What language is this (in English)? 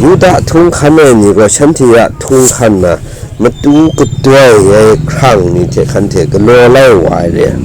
Kachin